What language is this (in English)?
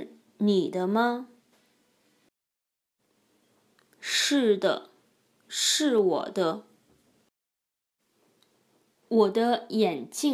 Chinese